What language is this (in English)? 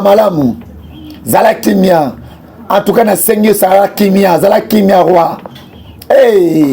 Lingala